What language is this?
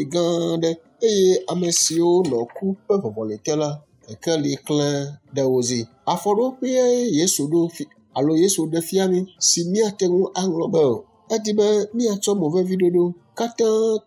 Ewe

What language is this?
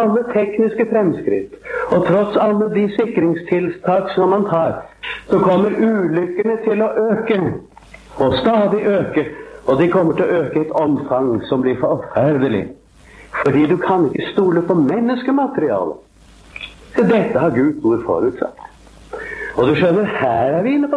Norwegian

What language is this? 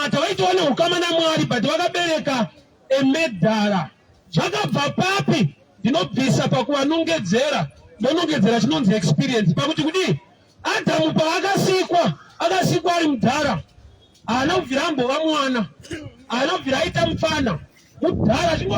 Shona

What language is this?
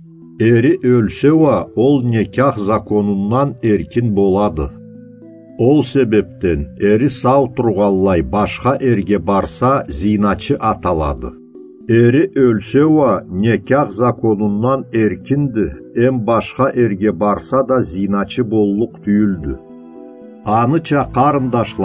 Karachay-Balkar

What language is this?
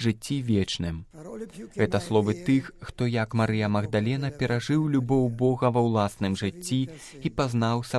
Belarusian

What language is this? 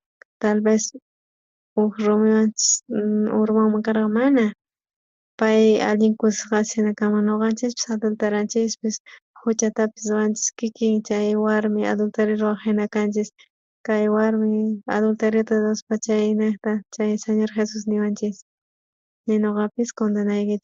South Bolivian Quechua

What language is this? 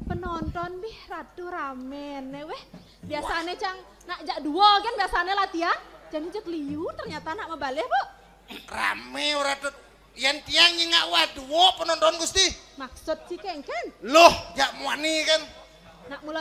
Balinese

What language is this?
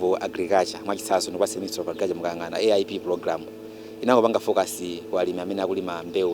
Nyanja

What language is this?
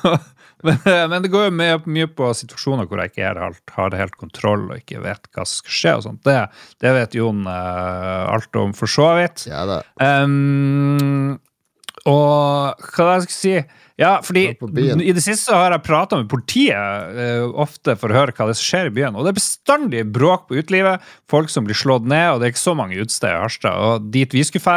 Norwegian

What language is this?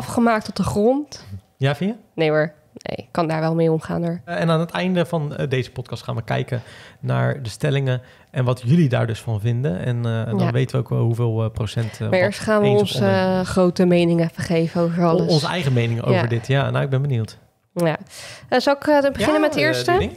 Dutch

